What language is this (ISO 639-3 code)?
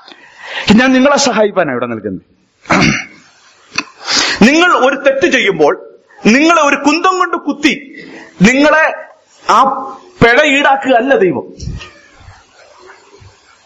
mal